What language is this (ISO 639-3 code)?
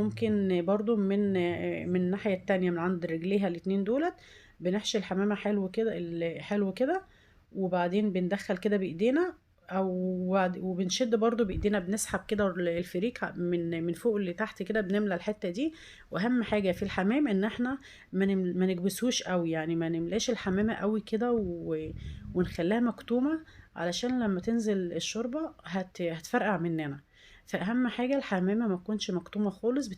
arz